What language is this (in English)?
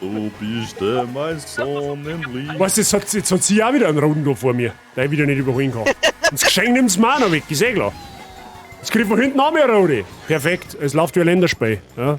Bavarian